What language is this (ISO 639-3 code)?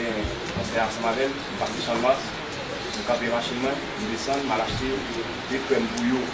hat